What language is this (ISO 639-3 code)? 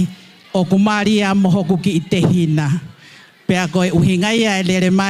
ton